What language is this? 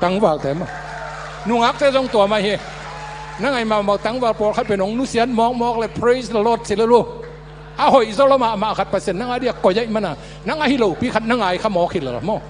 Tedim Chin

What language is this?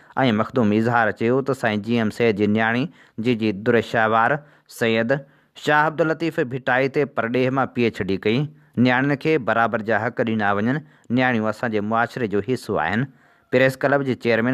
Sindhi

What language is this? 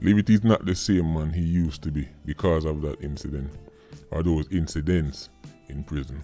Jamaican Creole English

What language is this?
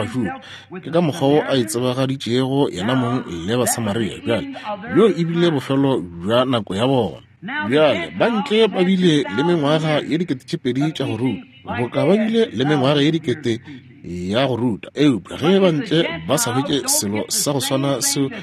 Northern Sotho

